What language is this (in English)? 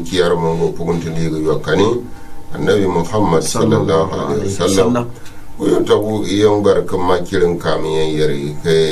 Gourmanchéma